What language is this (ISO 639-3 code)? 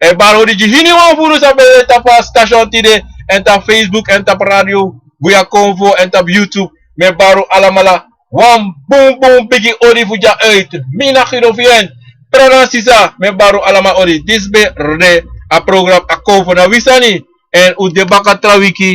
srn